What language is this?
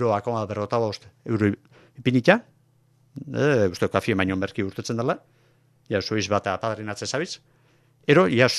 Basque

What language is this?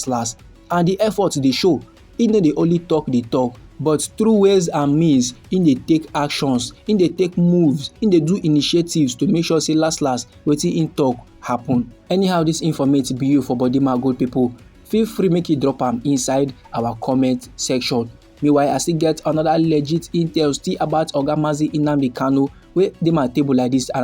Nigerian Pidgin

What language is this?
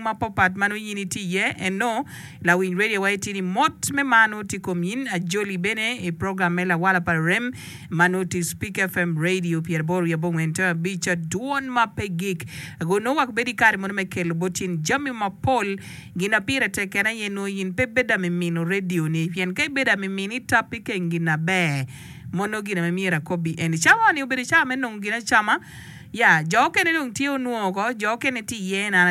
Acoli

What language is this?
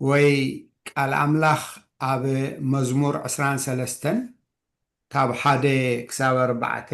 Tigrinya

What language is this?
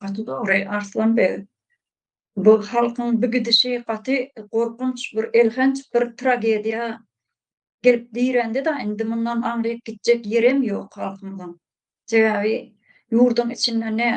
Turkmen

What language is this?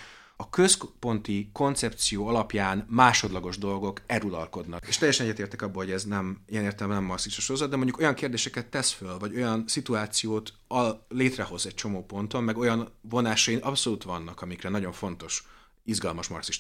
Hungarian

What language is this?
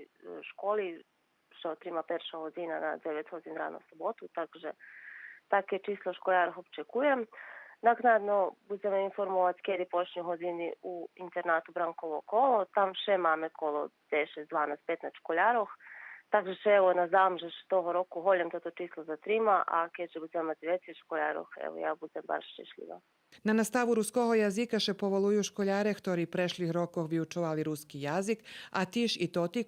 Rusyn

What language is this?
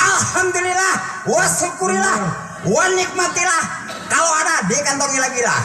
Betawi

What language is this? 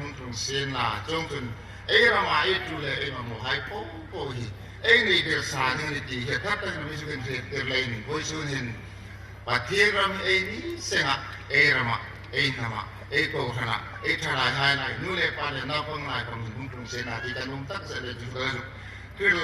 Hmar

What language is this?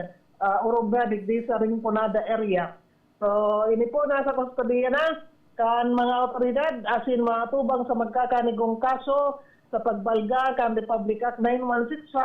Bikol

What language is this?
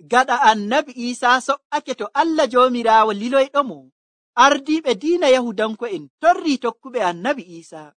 Nigerian Fulfulde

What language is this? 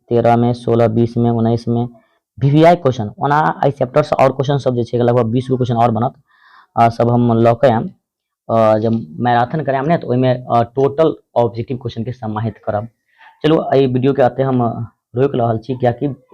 Maithili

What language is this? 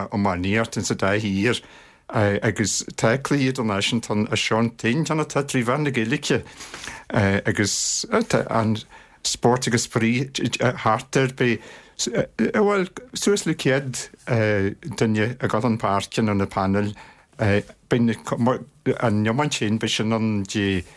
Irish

